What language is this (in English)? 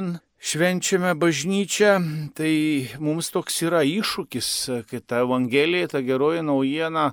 Lithuanian